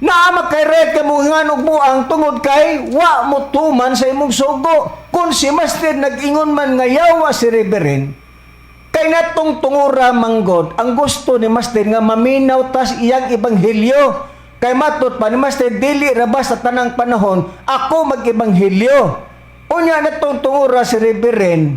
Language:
Cebuano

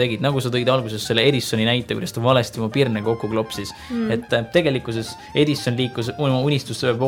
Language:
Estonian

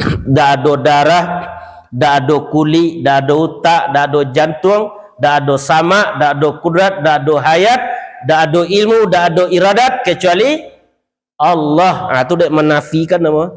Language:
Minangkabau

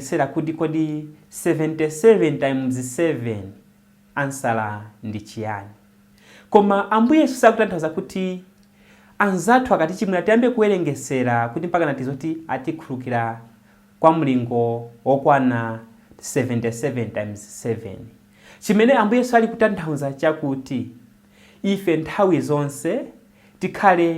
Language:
Nyanja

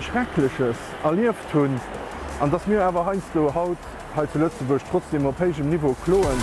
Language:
Luxembourgish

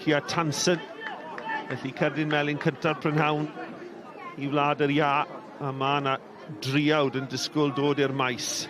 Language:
Welsh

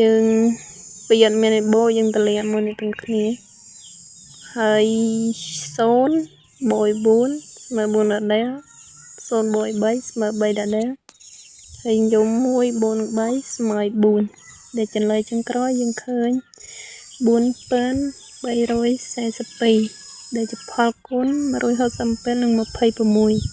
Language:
Khmer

